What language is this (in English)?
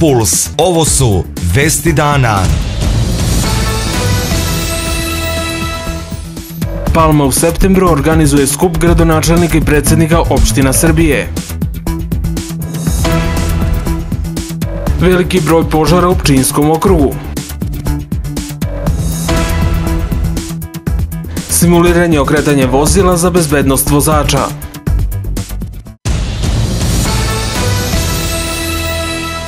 Serbian